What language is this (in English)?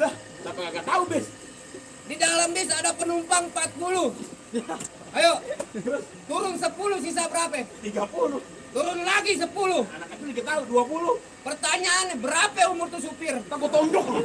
Betawi